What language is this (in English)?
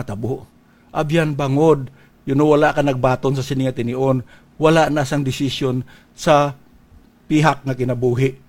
Hiligaynon